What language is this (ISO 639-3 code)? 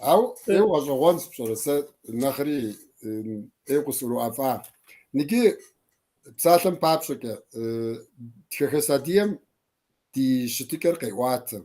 kbd